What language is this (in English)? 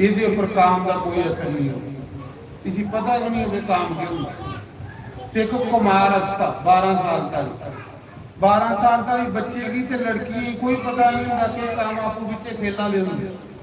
Dogri